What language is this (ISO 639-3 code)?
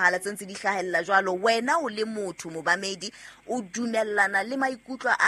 sot